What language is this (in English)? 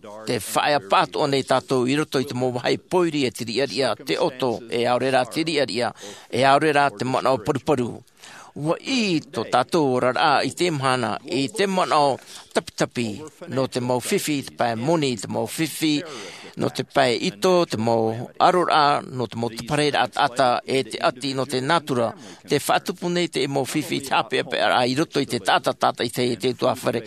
Tahitian